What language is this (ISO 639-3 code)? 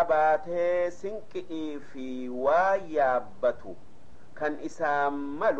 orm